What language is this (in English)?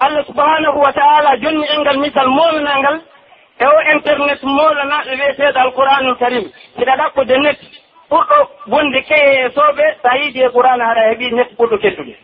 Pular